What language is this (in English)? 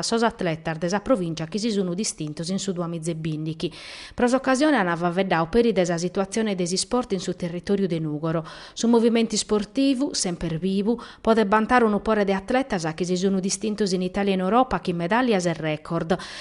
Sardinian